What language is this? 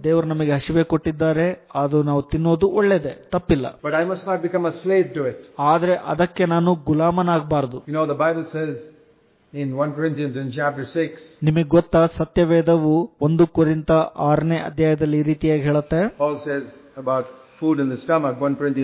Kannada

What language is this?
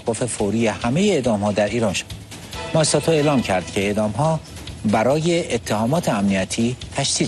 Persian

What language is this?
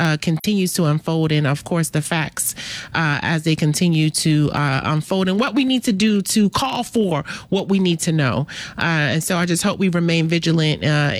English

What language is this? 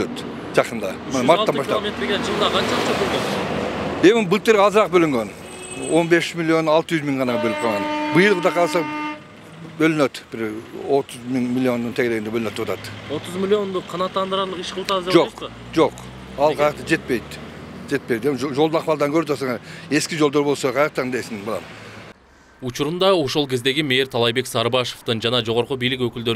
Kyrgyz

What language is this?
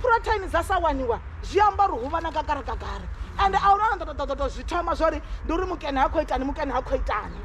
Venda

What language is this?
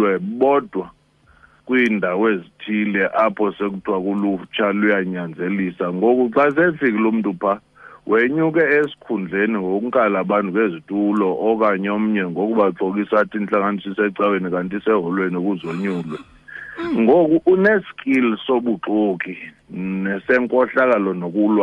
Xhosa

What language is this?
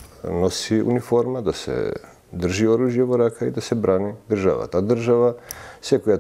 Macedonian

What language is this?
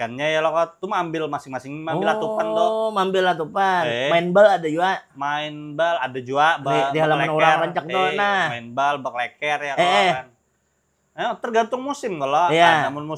Banjar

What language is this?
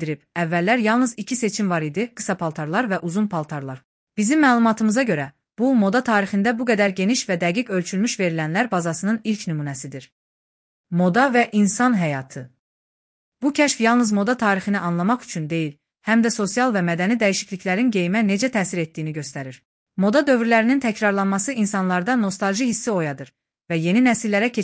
Azerbaijani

